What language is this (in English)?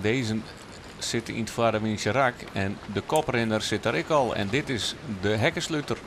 Western Frisian